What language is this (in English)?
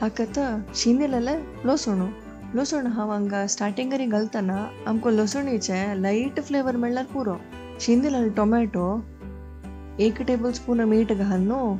Konkani